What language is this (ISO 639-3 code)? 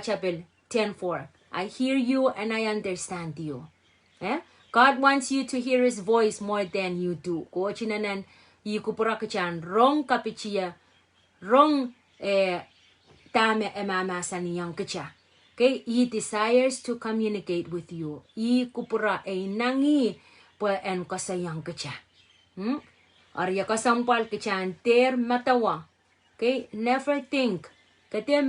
pon